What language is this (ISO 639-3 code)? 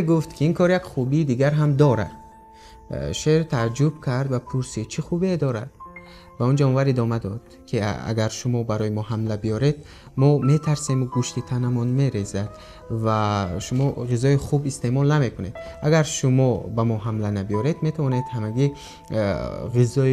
tgk